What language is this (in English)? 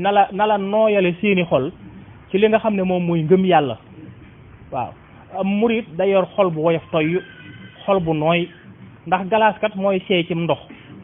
Wolof